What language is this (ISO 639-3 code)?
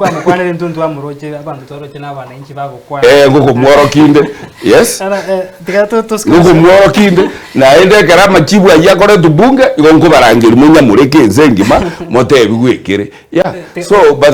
guz